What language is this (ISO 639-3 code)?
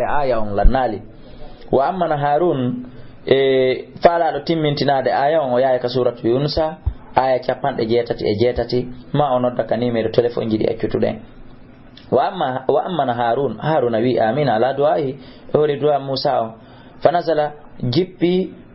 ful